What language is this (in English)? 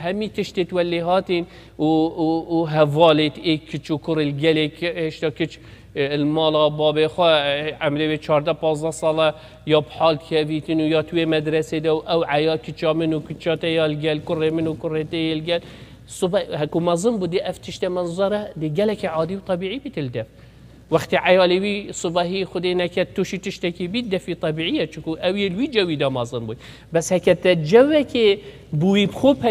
Kurdish